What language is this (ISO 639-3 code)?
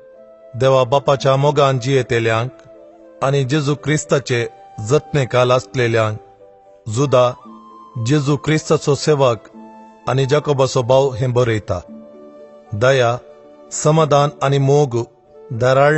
kok